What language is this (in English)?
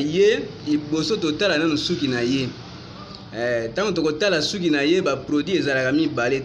Lingala